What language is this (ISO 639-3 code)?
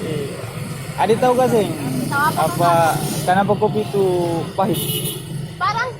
abs